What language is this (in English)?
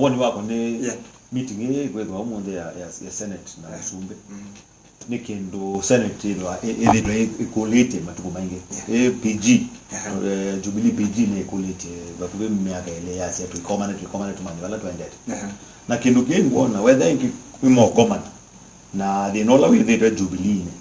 Kamba